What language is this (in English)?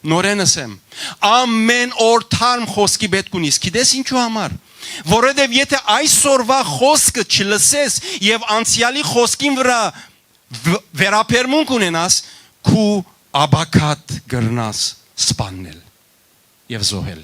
Western Armenian